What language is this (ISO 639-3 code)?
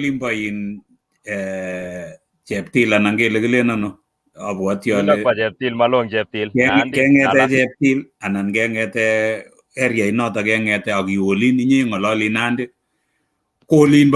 kln